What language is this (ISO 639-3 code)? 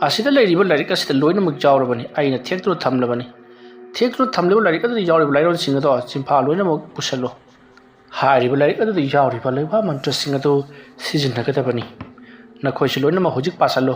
mni